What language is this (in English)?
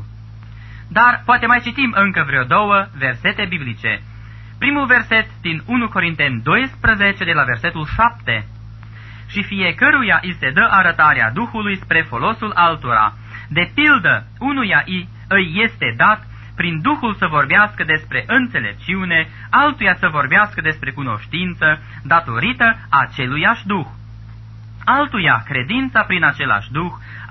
Romanian